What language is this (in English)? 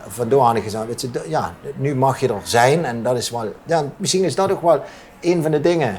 Limburgish